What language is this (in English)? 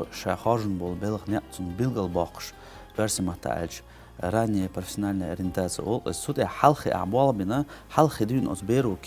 Chechen